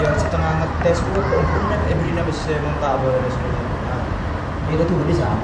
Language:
Madurese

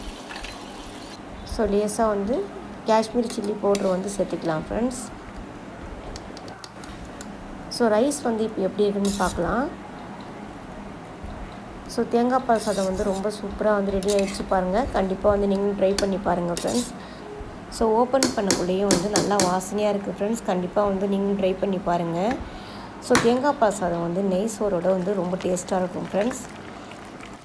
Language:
Tamil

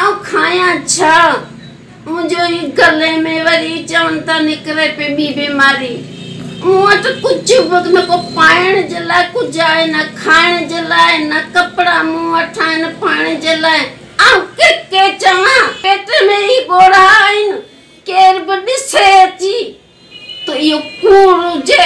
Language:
Sindhi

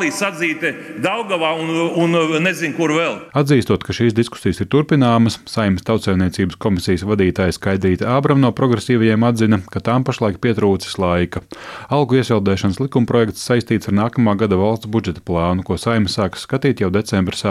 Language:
Latvian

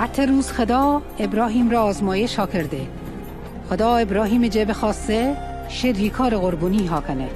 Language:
Mazanderani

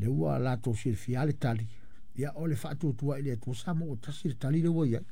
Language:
Samoan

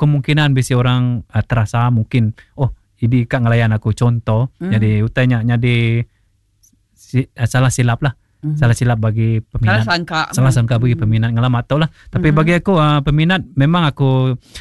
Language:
Iban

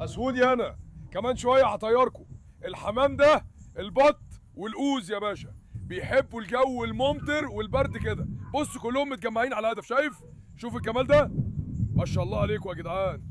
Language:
Egyptian Arabic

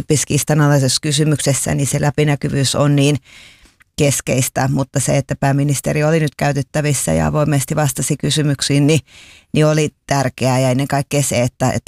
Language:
Finnish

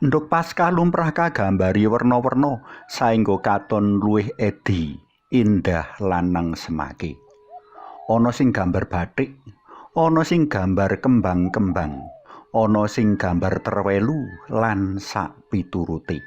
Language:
Javanese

